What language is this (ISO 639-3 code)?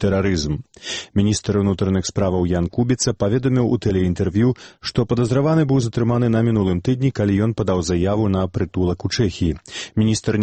bel